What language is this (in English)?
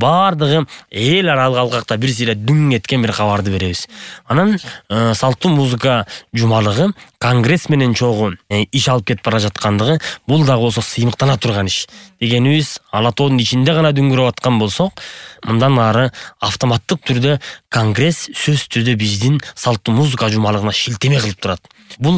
Kyrgyz